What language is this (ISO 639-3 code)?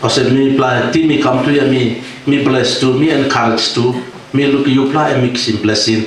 tpi